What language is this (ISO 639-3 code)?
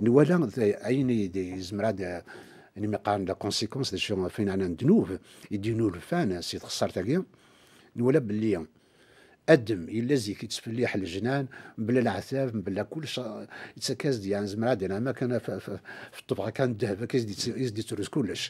kab